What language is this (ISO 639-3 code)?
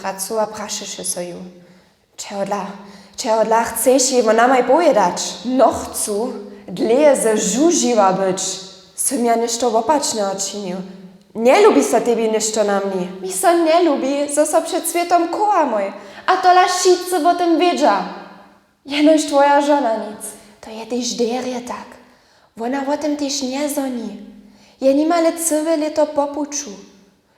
hsb